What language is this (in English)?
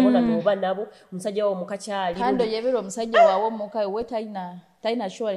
Nyoro